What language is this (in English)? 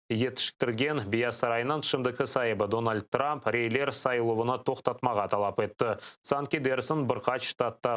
Crimean Tatar